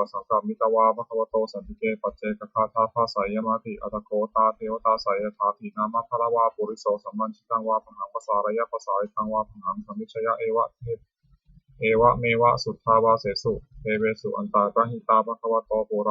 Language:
Pali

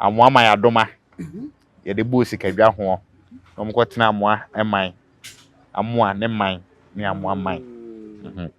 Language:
Akan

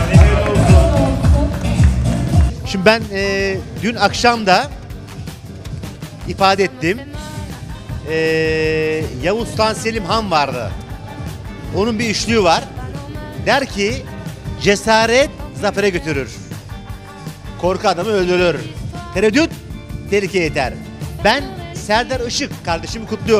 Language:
Turkish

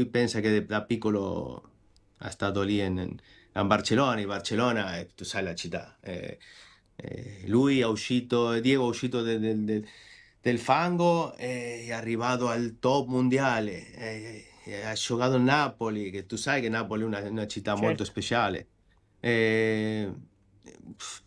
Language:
Italian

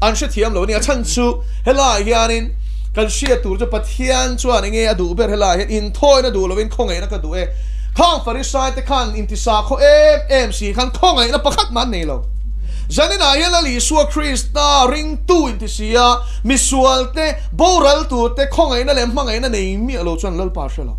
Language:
Mizo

